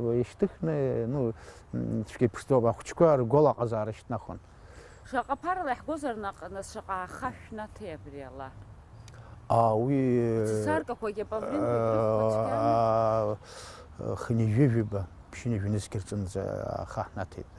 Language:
Abkhazian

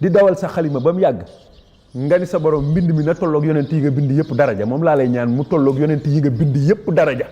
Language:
Wolof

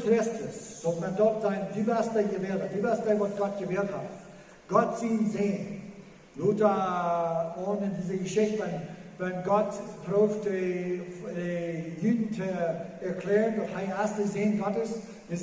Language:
Plautdietsch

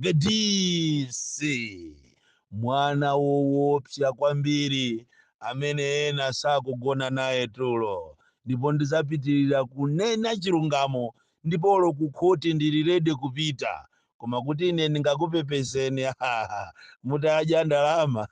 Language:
Nyanja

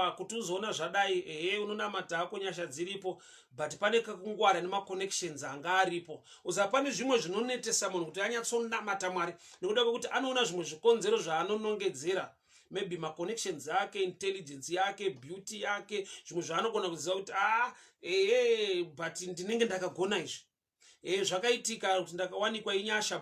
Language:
Shona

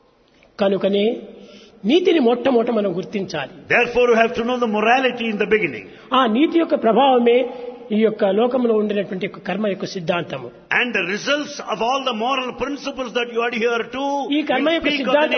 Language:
Telugu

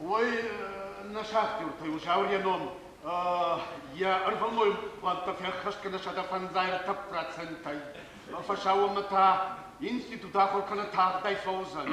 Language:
Ossetic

